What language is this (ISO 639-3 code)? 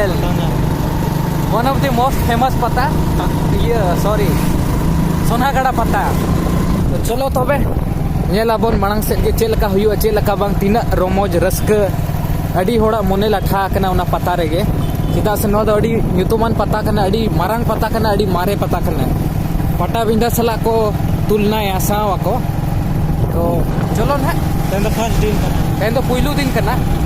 sat